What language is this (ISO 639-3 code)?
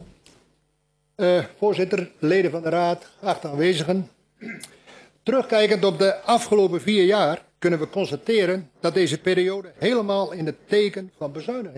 nld